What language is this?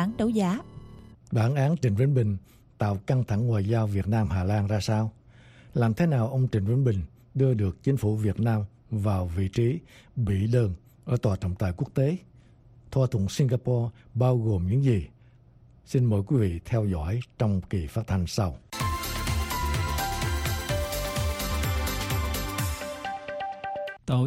Vietnamese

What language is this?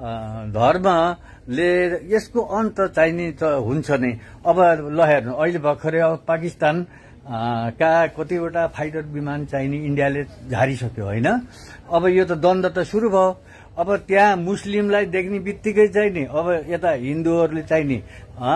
Nepali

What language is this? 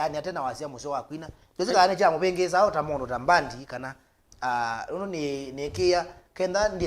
Kamba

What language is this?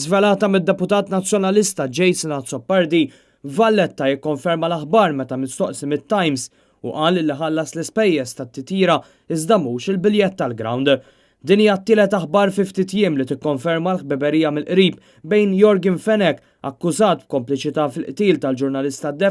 Maltese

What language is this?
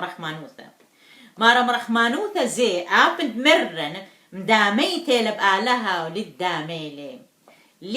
Assyrian Neo-Aramaic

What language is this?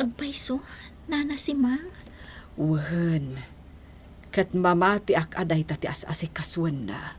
Iloko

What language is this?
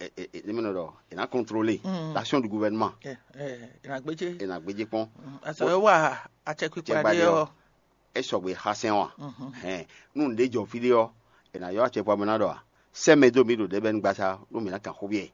Fon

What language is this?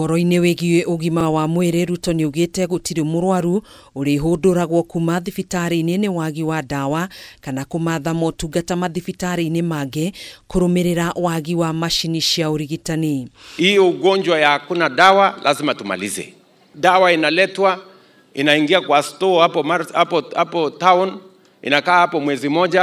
Kikuyu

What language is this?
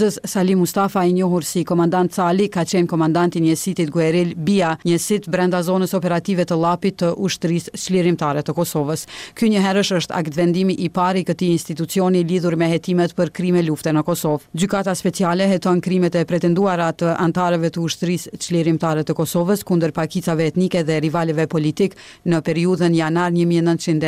Albanian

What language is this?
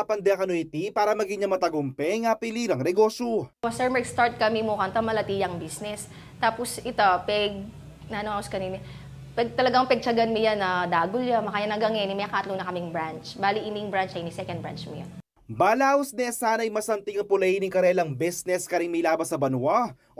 Pampanga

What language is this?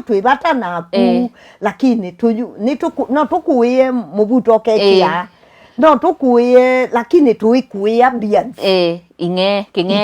Kamba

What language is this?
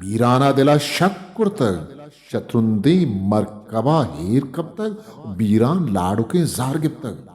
Eastern Balochi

